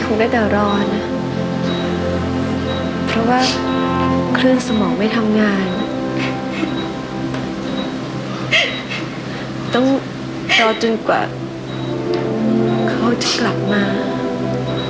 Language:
Thai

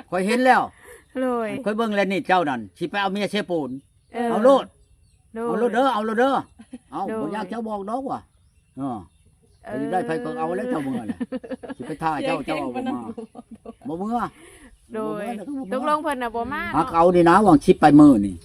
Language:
Lao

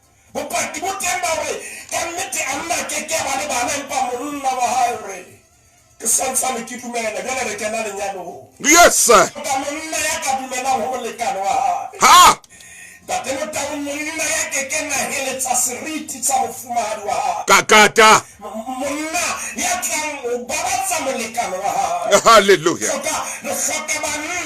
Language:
Southern Sotho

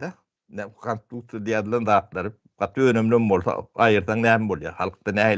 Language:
Turkmen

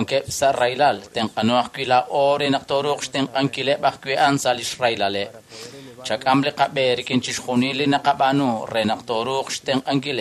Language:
Kekchí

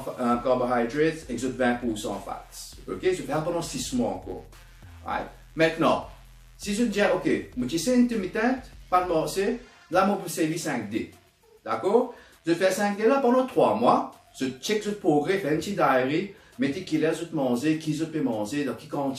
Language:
Morisyen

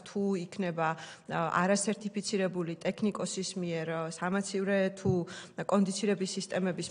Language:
Georgian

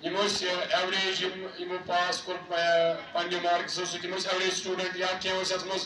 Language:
Kashmiri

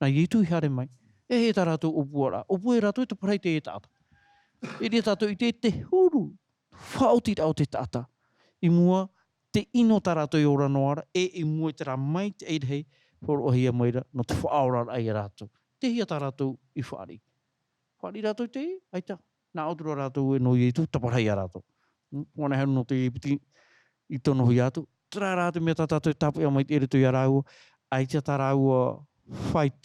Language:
Tahitian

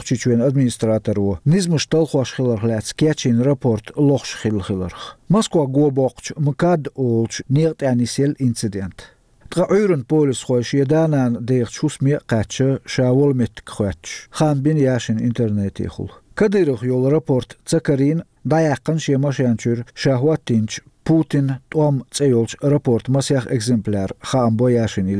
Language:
Chechen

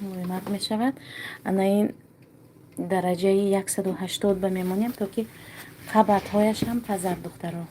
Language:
Tajik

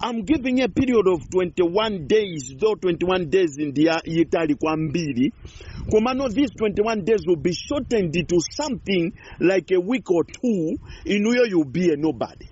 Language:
Nyanja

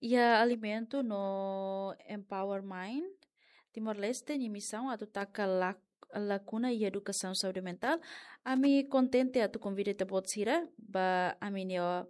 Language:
Tetum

